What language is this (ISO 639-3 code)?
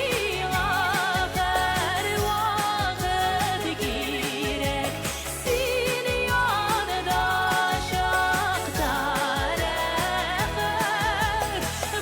bak